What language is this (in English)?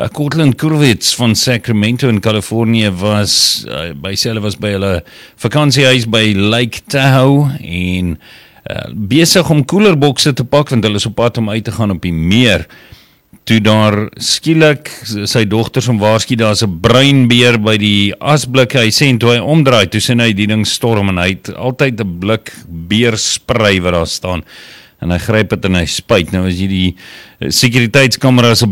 Afrikaans